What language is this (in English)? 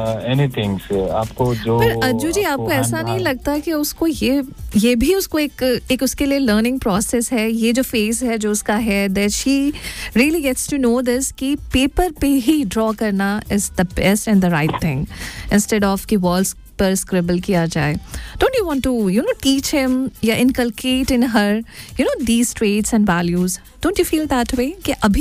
Hindi